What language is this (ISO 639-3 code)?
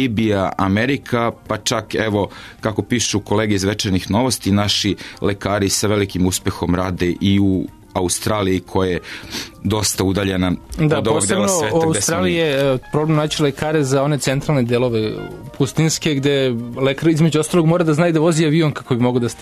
srp